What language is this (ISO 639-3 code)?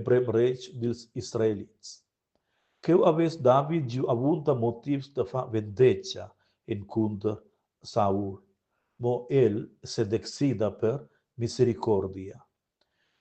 roh